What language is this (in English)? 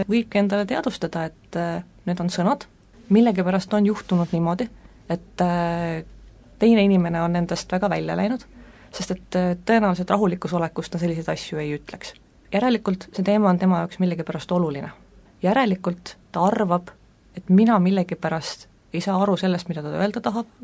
Estonian